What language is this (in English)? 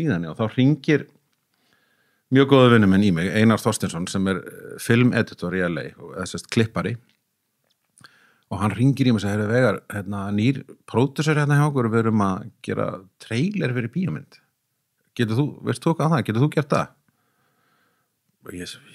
Icelandic